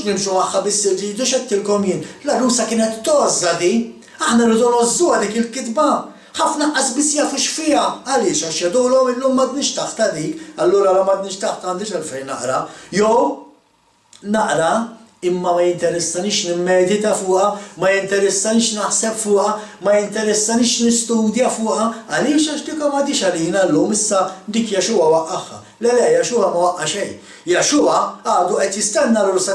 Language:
Maltese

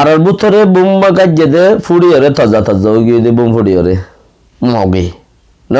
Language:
Rohingya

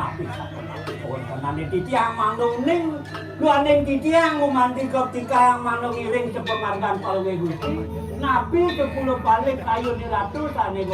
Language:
Balinese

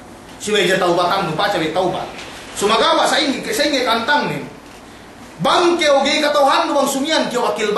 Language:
Yakan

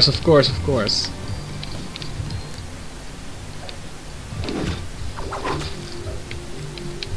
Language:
Dutch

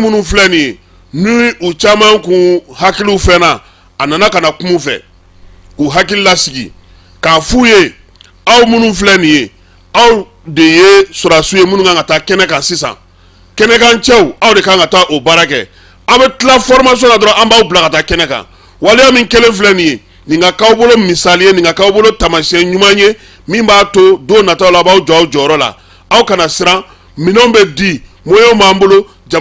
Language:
Bambara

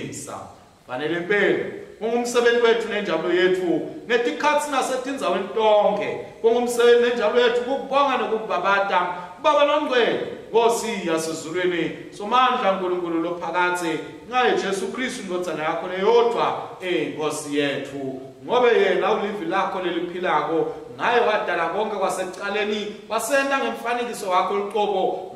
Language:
Swati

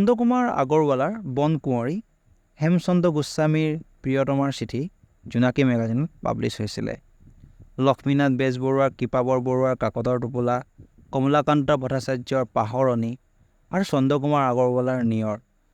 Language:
Assamese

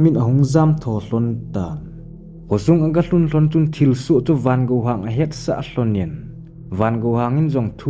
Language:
Thado Chin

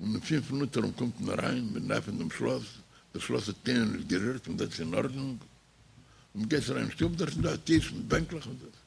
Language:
Yiddish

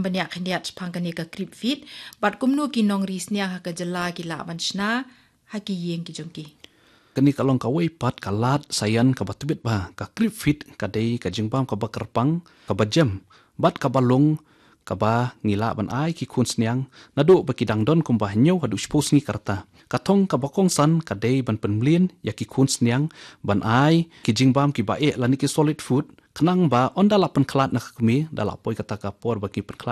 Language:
Khasi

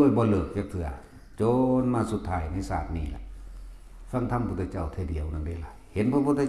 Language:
Northeastern Thai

